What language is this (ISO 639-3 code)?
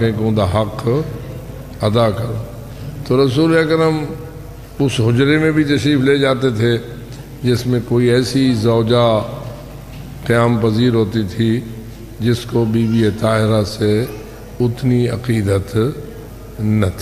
urd